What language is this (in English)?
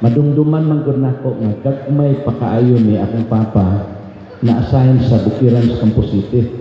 Cebuano